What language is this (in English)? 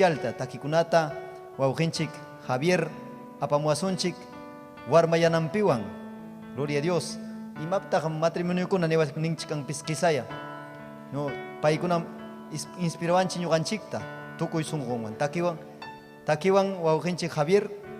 Ayacucho Quechua